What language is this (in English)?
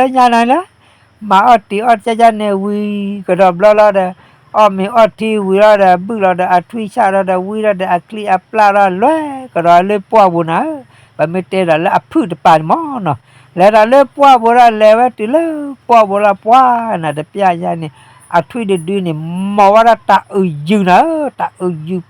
S'gaw Karen